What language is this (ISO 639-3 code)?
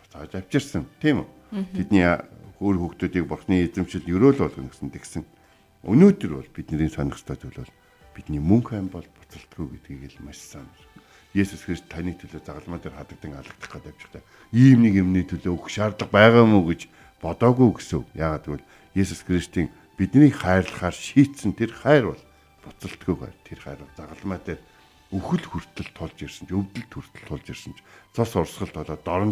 mon